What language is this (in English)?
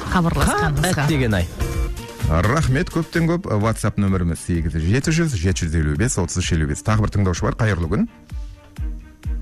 Kazakh